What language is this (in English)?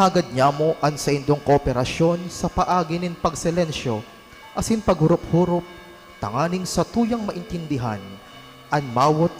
Bikol